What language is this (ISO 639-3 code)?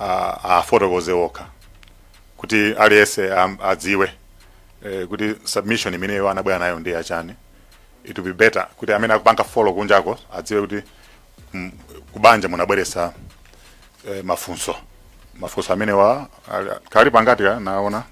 nya